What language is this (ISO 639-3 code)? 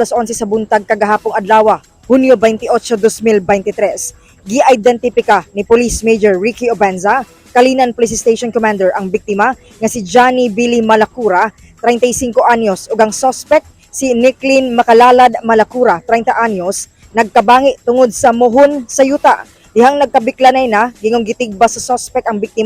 ceb